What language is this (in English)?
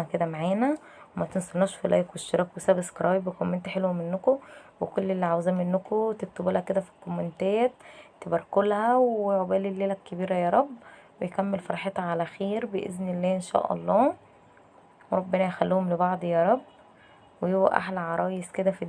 Egyptian Arabic